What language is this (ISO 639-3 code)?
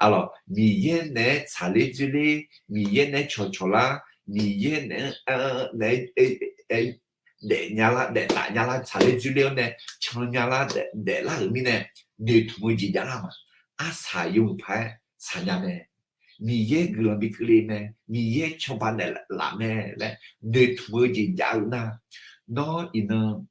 ahk